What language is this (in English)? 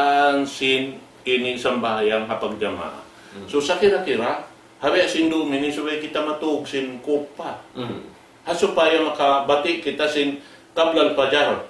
Tausug